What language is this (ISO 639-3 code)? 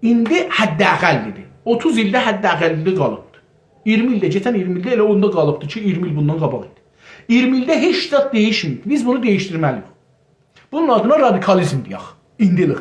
azb